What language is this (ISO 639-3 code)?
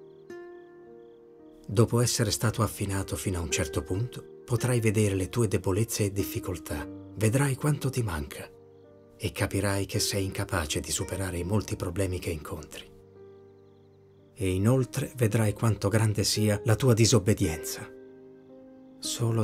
ita